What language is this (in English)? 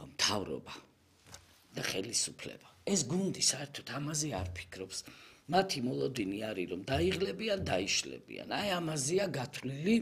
Georgian